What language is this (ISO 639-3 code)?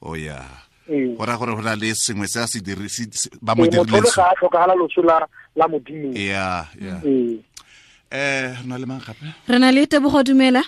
tsn